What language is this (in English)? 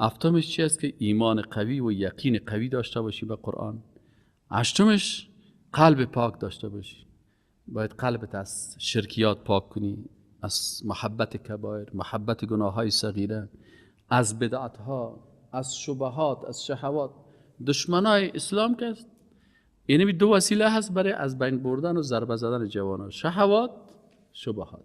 Persian